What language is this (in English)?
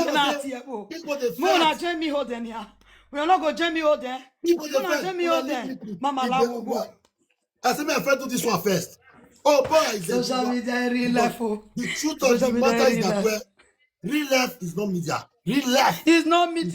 Nigerian Pidgin